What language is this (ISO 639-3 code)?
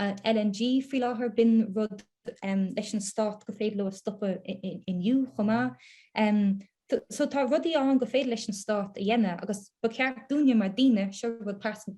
gle